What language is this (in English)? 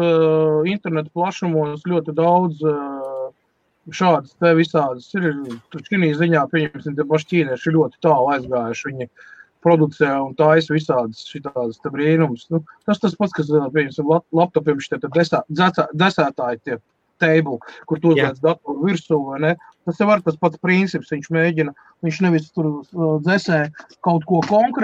Latvian